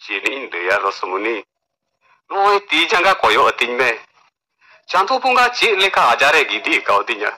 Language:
Santali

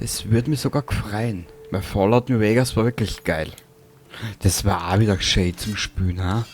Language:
Bavarian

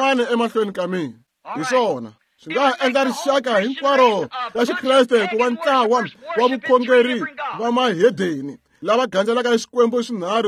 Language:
Tsonga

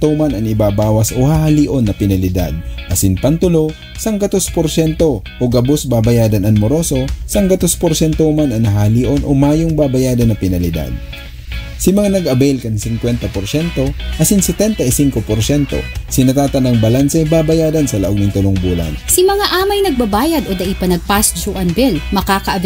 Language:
Bikol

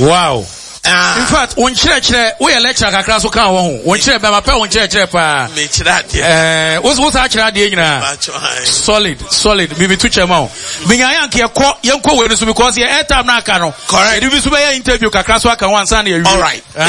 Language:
Akan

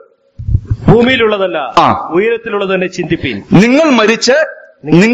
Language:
Malayalam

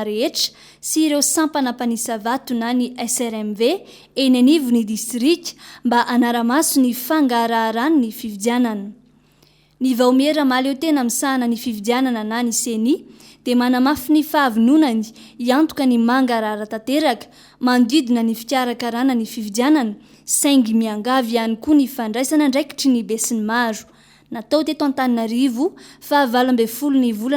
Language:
Malagasy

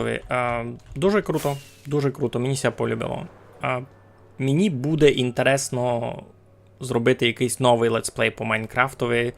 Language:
Rusyn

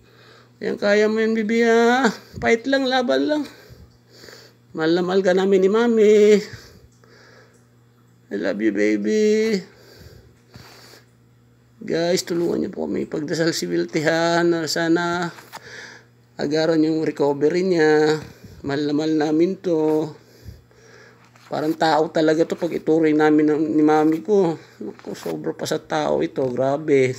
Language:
Filipino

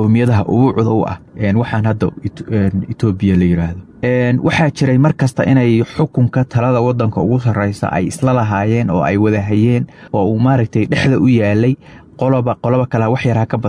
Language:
Somali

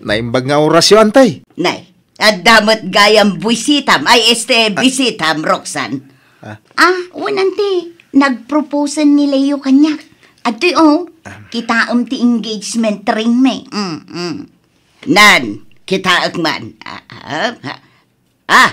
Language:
Iloko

